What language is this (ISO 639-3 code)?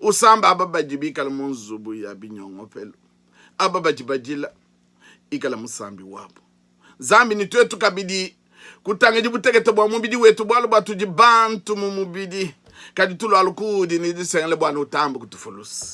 lua